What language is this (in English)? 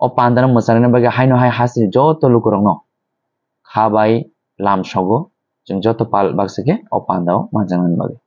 Kok Borok